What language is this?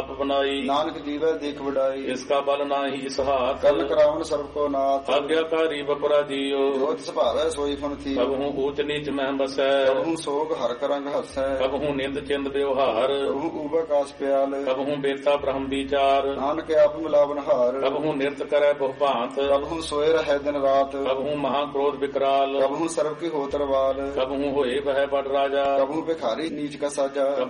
Punjabi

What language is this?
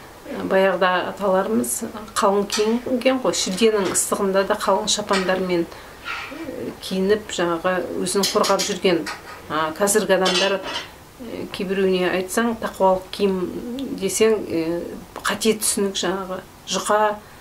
Kazakh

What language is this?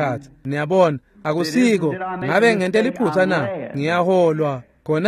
Swati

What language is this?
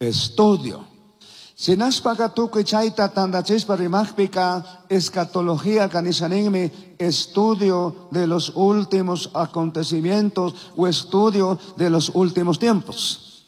Chimborazo Highland Quichua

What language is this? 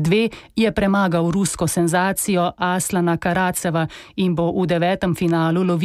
Slovenian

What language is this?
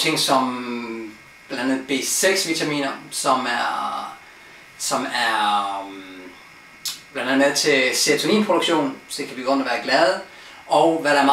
Danish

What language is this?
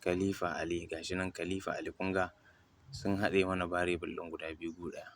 Hausa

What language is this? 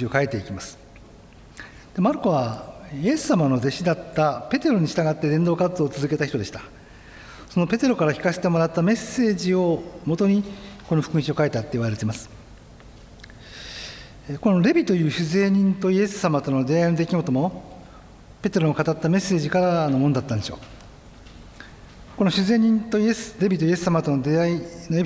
Japanese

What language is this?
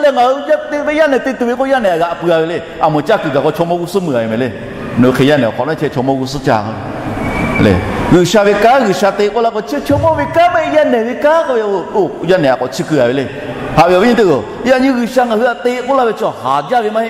Lahu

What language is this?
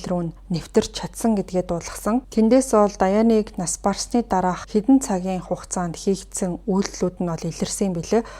Mongolian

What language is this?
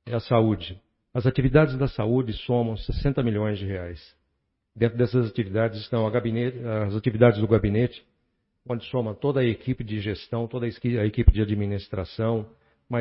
Portuguese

